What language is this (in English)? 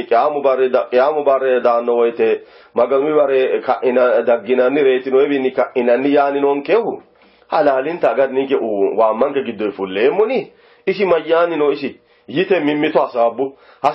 Sidamo